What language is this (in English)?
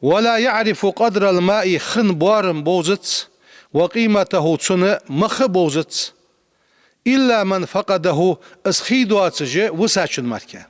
Ingush